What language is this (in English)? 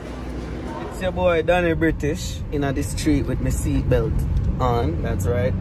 Jamaican Creole English